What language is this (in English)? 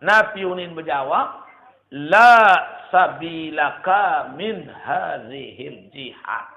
Sasak